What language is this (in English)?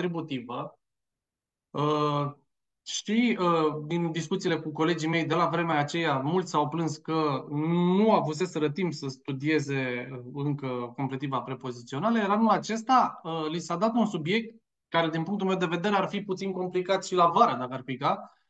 Romanian